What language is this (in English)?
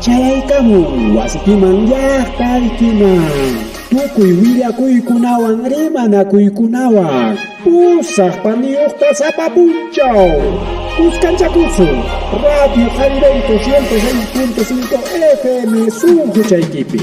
Ayacucho Quechua